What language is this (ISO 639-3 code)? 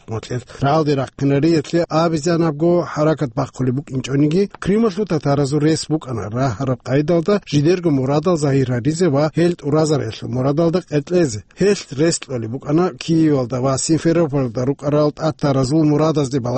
ava